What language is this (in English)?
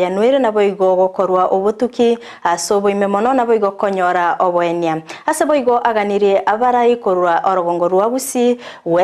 Gusii